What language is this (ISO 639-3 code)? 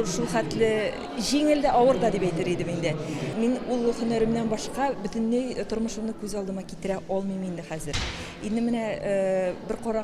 tat